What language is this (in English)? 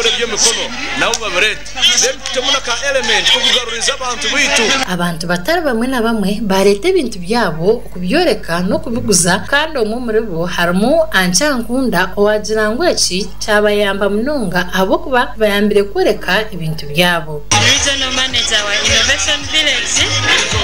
Nyankole